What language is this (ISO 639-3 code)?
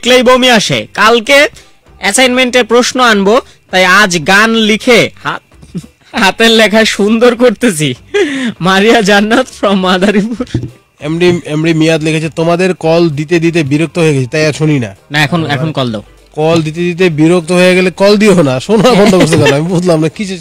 ben